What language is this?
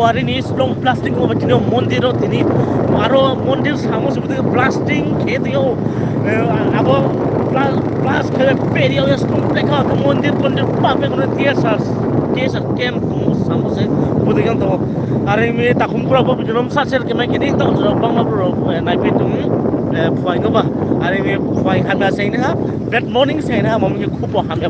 Riang (India)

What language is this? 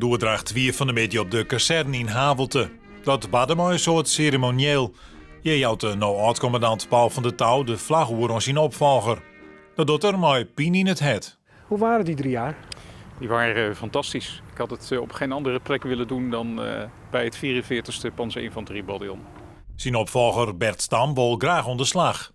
Western Frisian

